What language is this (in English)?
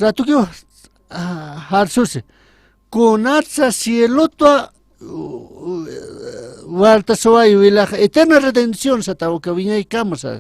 Aymara